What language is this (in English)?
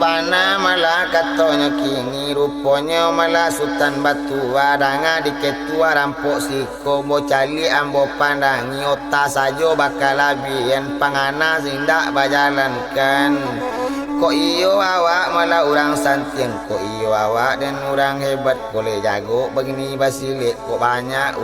Minangkabau